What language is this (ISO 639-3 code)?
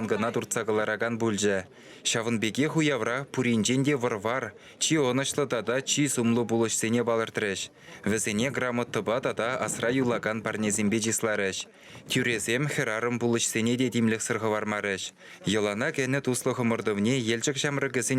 chv